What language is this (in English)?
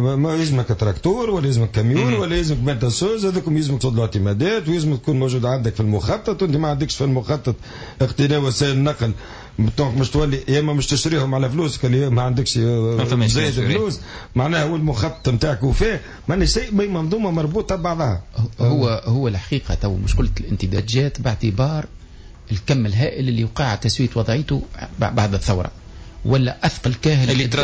Tunisian Arabic